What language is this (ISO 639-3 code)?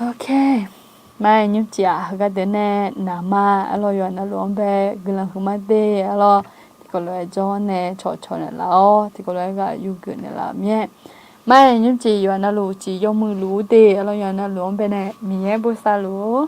ahk